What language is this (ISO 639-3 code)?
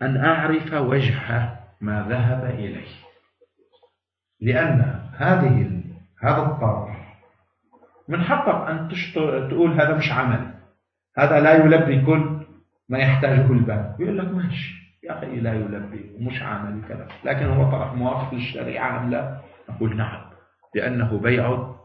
ara